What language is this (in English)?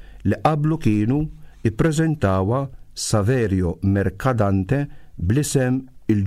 Maltese